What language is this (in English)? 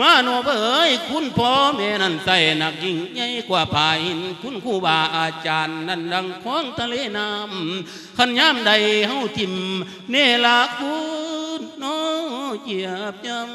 Lao